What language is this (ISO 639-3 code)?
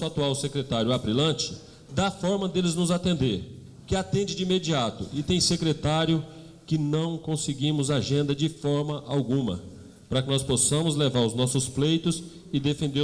por